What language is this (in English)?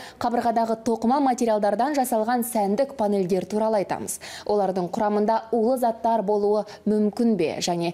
Kazakh